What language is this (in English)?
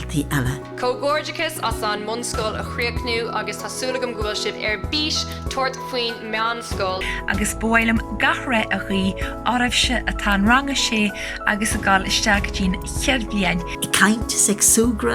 Irish